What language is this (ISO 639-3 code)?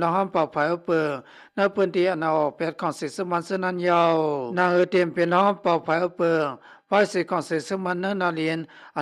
shn